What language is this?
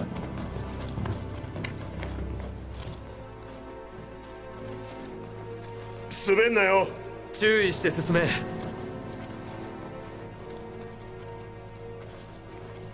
Japanese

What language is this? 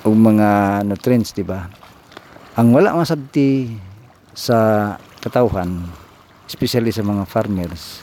Cebuano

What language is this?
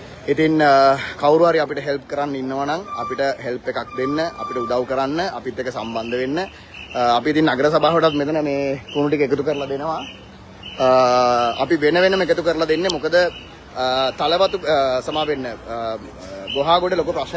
Sinhala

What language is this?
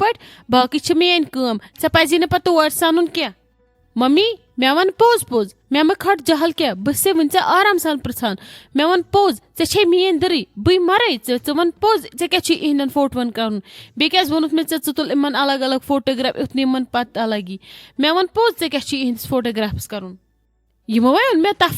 Kashmiri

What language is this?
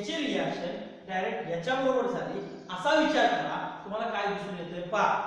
Marathi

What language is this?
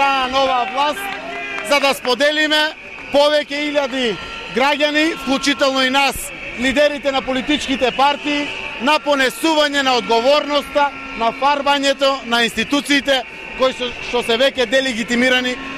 Macedonian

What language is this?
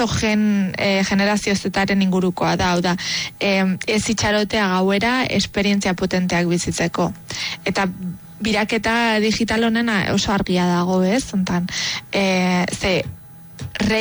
Basque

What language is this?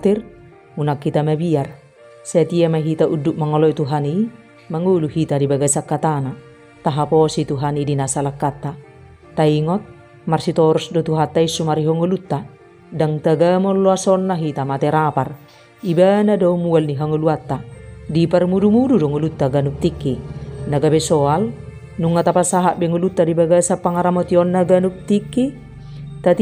Batak Toba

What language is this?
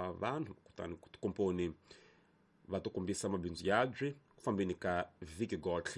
Tsonga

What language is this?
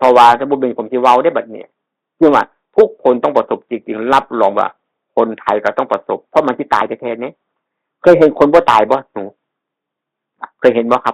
Northeastern Thai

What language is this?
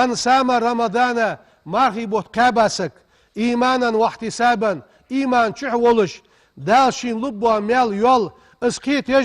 Ingush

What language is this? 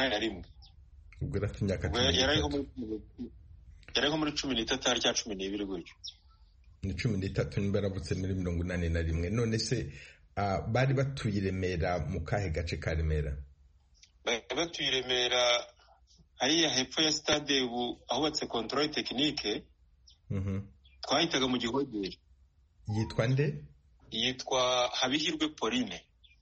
Kinyarwanda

